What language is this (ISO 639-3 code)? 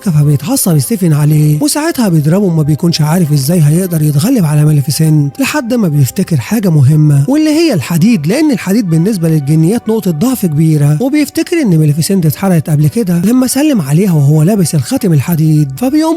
arz